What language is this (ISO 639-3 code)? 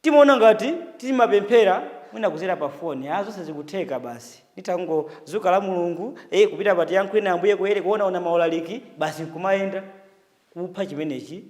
nya